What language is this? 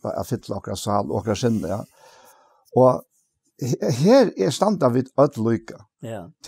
Faroese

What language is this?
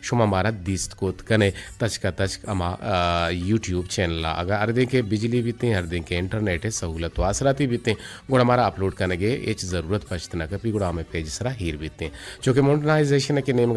Eastern Balochi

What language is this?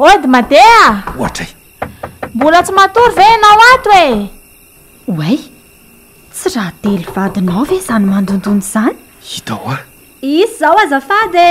Malagasy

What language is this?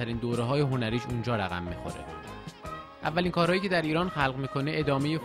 Persian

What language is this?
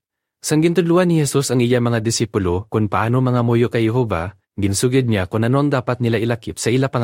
Hiligaynon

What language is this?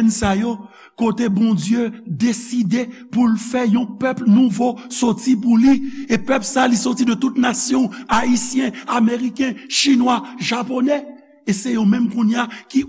Haitian Creole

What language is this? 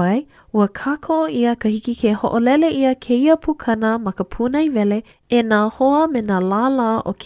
Hawaiian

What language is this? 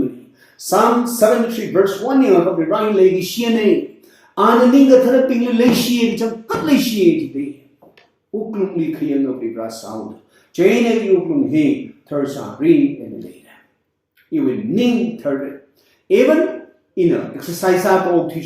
Tangkhul Naga (India)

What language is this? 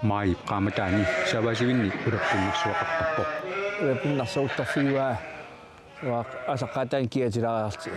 Kalaallisut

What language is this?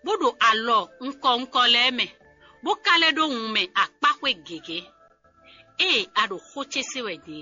Fon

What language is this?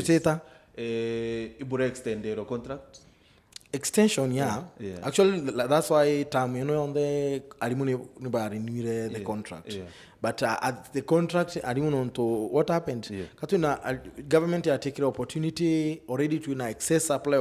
Meru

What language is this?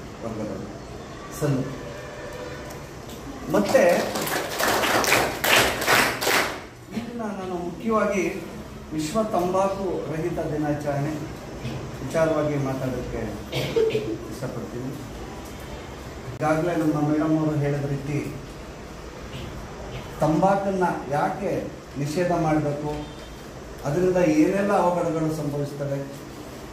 Kannada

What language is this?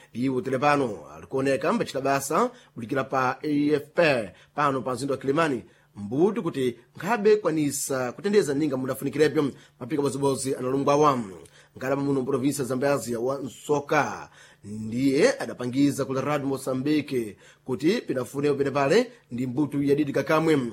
Sena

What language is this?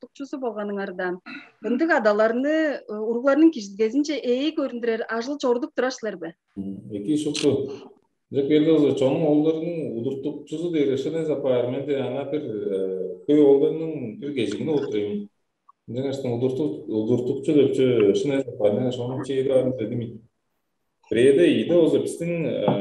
Tuvinian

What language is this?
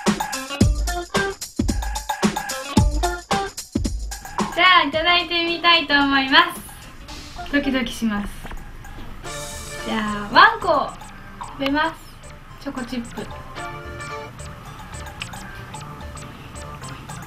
Japanese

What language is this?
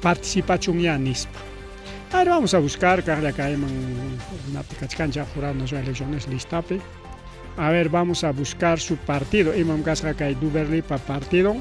Ayacucho Quechua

